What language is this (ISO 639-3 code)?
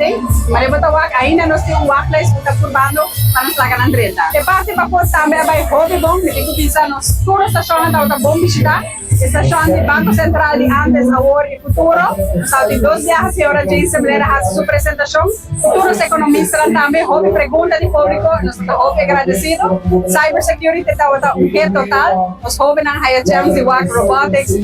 pap